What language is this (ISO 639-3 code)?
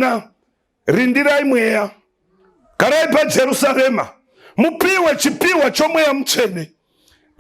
sna